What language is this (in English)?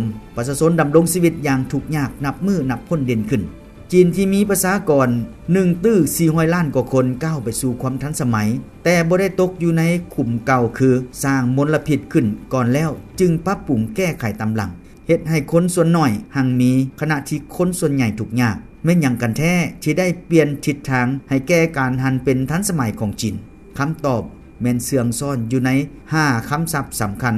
Lao